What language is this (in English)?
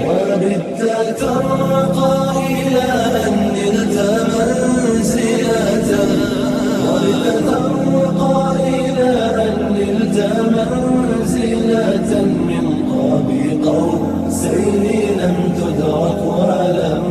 Brahui